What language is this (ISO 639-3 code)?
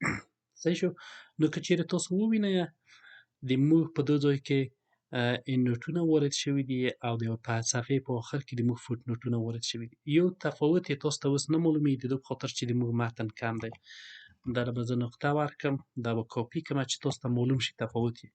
pus